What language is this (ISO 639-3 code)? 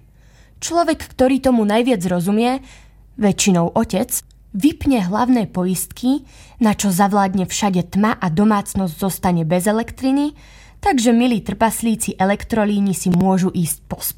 slk